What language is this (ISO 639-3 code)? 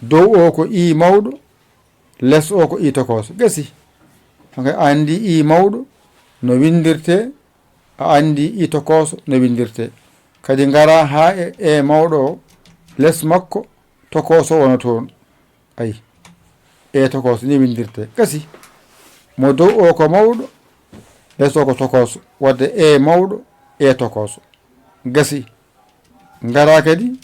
ful